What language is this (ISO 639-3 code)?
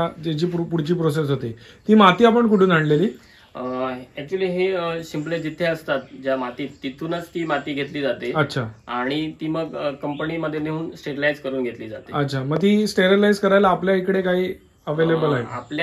mar